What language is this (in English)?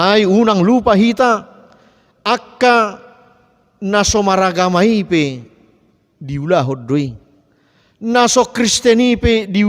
Batak Toba